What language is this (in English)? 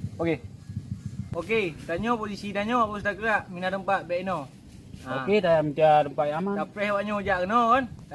Achinese